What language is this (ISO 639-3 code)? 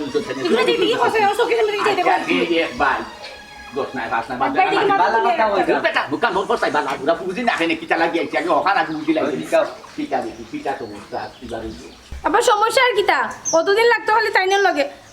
syl